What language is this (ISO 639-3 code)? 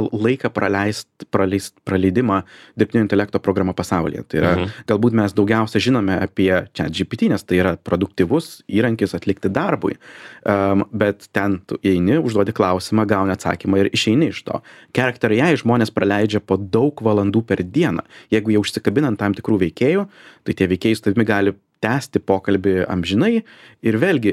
lit